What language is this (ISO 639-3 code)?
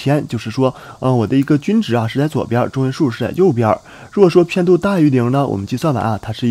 zho